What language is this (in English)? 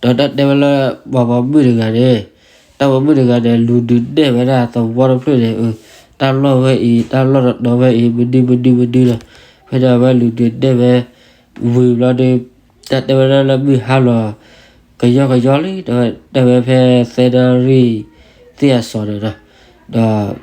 S'gaw Karen